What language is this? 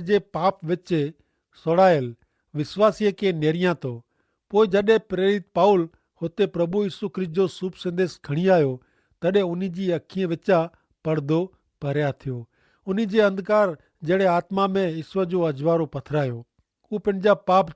Kachhi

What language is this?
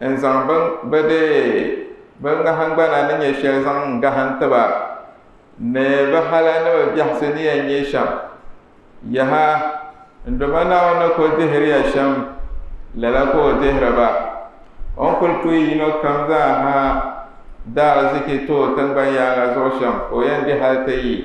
Dagbani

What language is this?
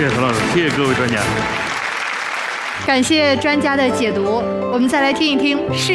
Chinese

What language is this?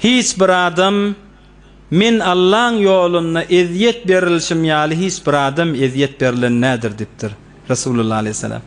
Turkmen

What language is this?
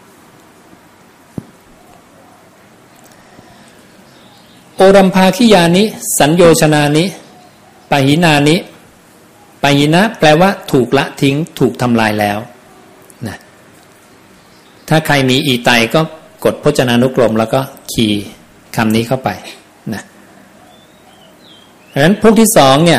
Thai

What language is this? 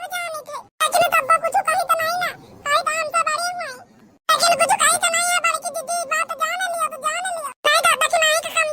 Awadhi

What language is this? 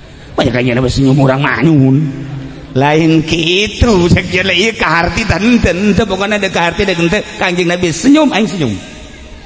Sundanese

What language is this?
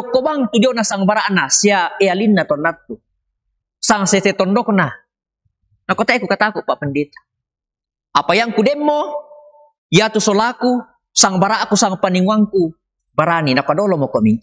Toraja-Sa'dan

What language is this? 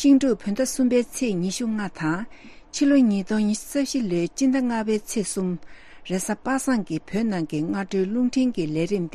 Tibetan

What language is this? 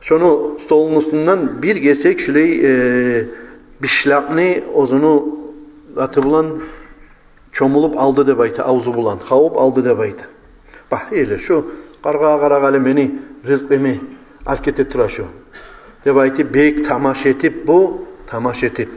Kumyk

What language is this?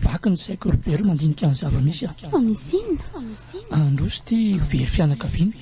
Malagasy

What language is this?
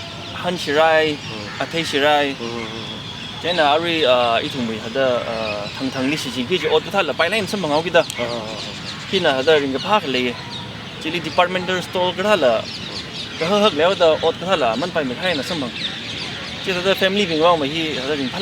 Tangkhul Naga (India)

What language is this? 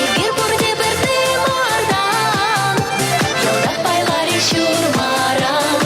Chuvash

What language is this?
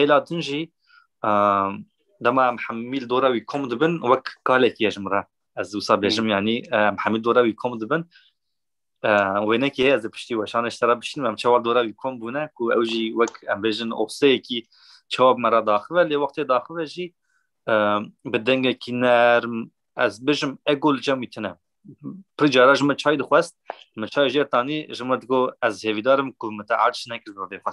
Kurdish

